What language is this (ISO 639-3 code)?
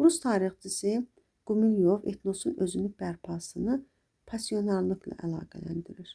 aze